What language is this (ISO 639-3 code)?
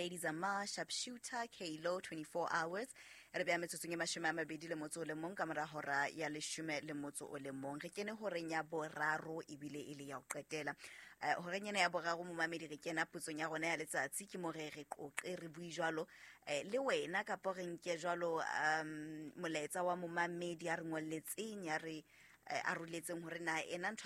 sot